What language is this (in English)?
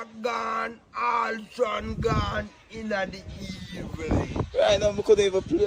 Jamaican Creole English